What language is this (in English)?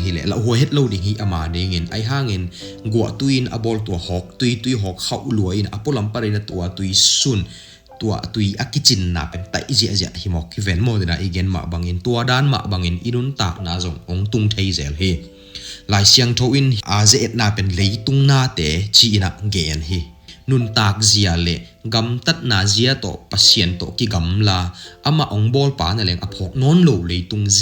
Tedim Chin